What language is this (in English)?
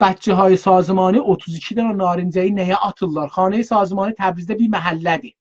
South Azerbaijani